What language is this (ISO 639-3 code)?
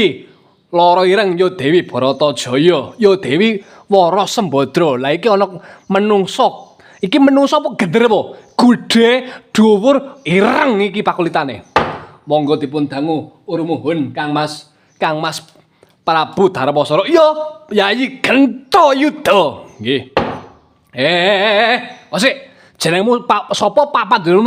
jav